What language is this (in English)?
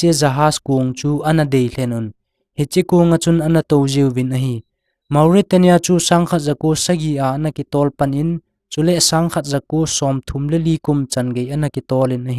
Thado Chin